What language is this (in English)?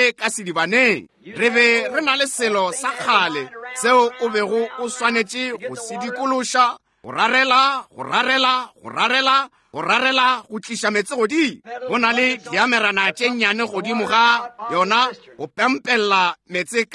Northern Sotho